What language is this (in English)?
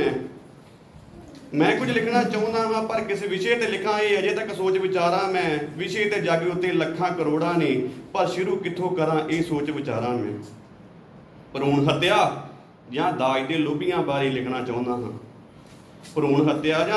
Punjabi